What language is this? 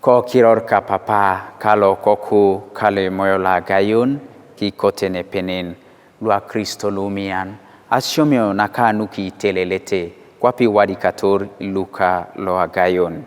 Teso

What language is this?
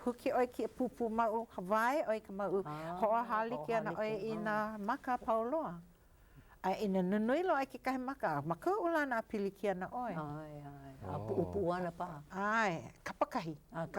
Hawaiian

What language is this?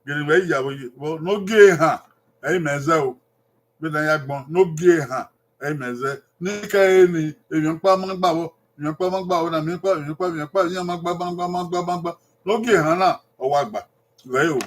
Bini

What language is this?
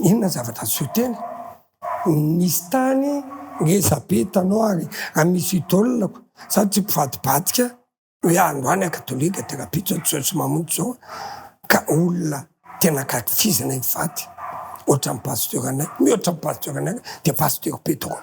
Malagasy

